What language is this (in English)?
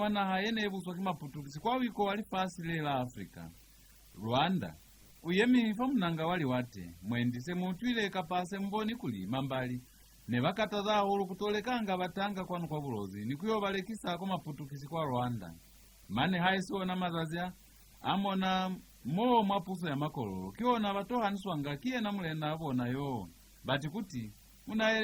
Lozi